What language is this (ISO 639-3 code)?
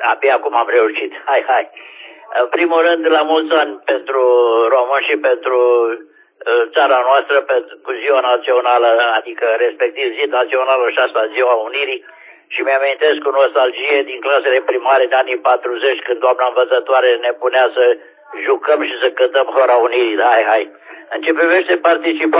ron